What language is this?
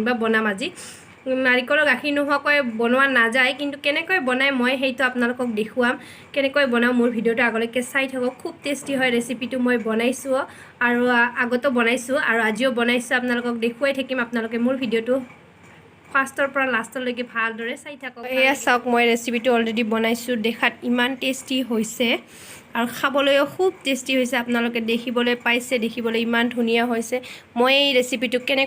Assamese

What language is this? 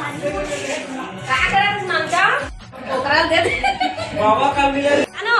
Chhattisgarhi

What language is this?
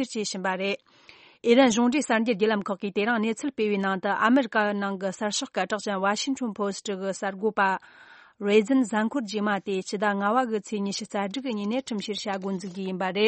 Tibetan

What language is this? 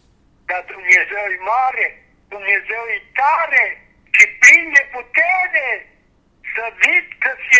Romanian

